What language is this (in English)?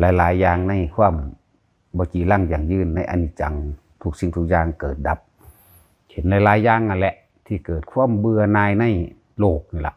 Northeastern Thai